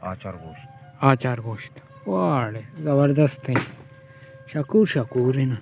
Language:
Baluchi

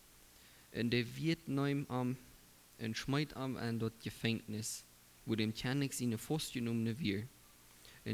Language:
Plautdietsch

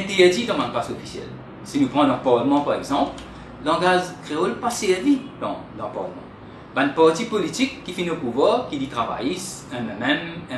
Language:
Morisyen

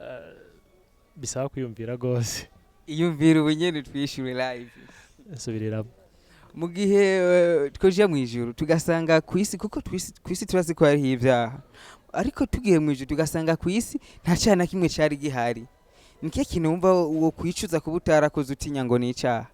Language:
Rundi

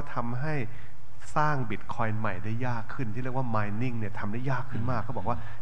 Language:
Thai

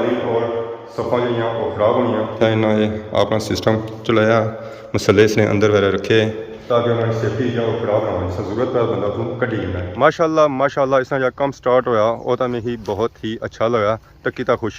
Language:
Pahari-Potwari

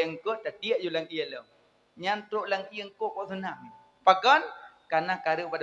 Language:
Achinese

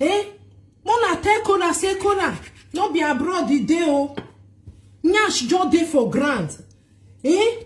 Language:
Nigerian Pidgin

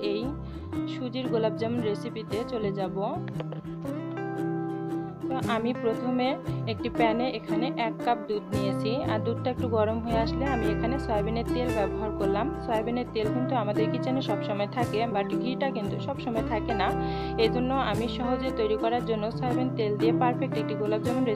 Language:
Bangla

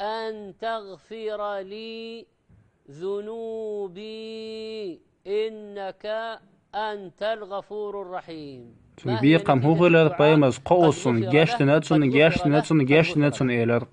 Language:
Chechen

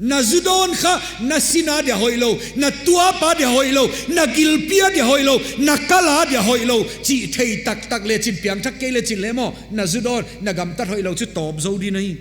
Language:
Paite Chin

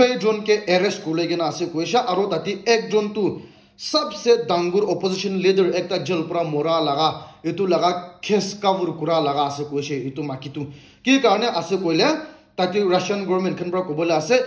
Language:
Naga Pidgin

